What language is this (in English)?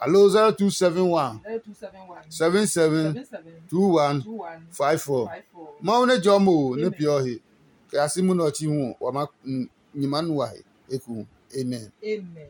Adangme